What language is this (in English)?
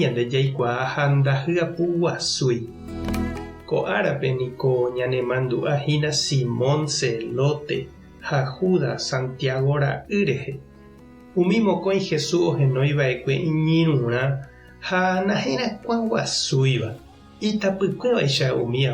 Guarani